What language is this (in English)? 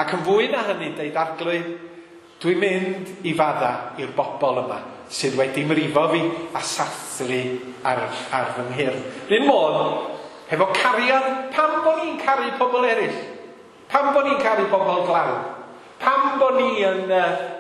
Welsh